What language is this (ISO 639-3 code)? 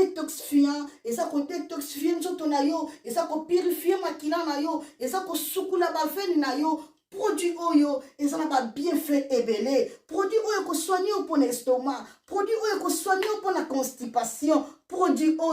lin